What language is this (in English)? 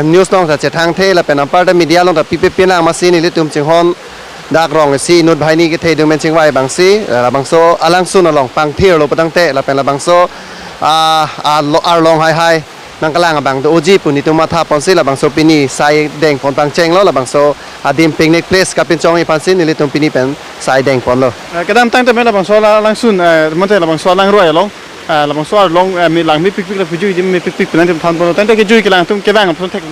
Karbi